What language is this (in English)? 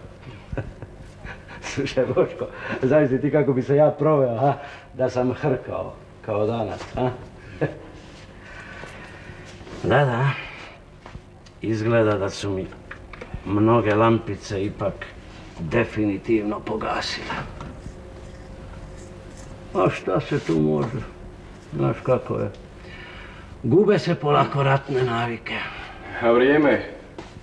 Croatian